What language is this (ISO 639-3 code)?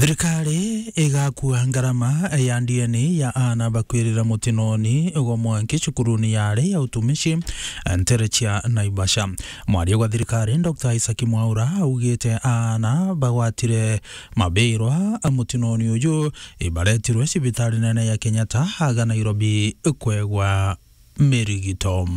mer